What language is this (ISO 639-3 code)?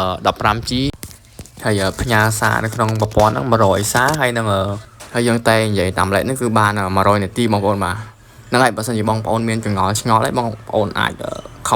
khm